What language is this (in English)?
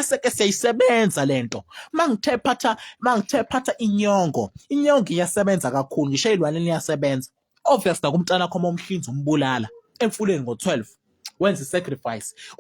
Zulu